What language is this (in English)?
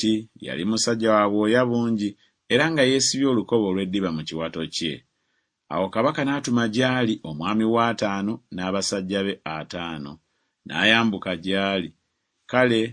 Ganda